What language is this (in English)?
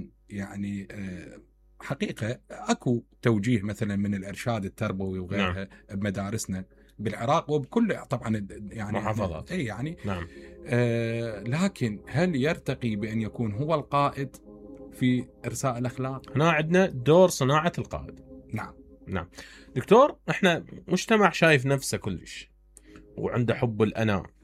Mesopotamian Arabic